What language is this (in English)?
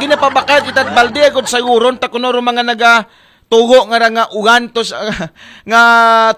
Aklanon